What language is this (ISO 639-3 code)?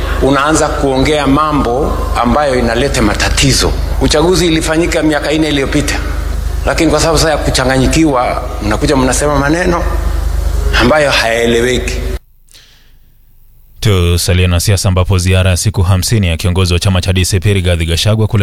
swa